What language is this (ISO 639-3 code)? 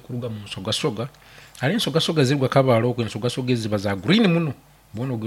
nyn